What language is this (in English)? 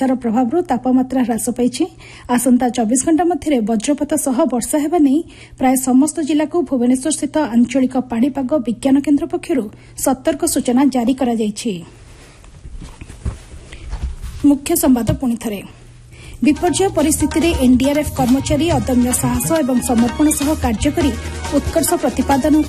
Odia